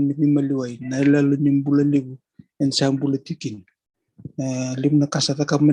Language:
Fijian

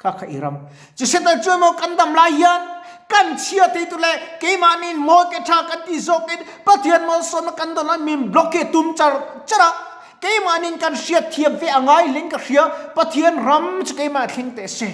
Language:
Mizo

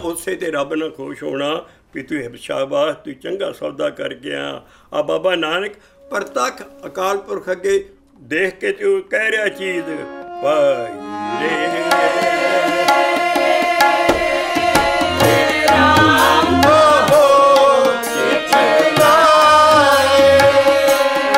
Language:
Punjabi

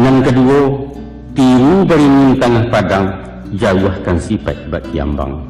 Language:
Minangkabau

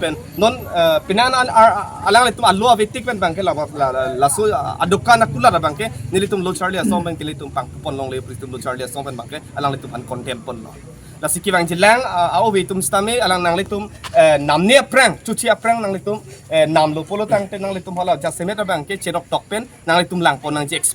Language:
Karbi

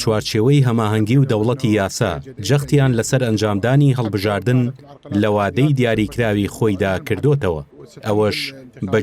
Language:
Central Kurdish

